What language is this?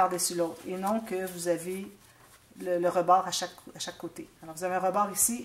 French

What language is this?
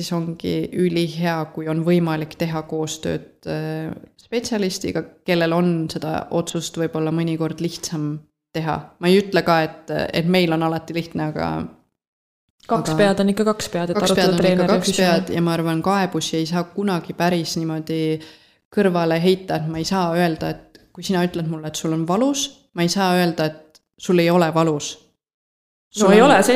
Estonian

